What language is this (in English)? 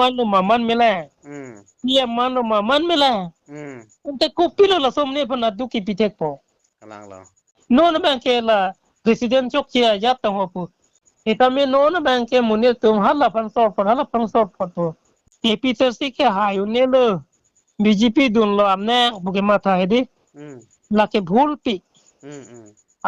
Karbi